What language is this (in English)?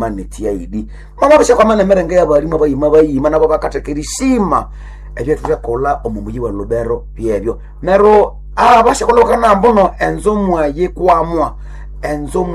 Nande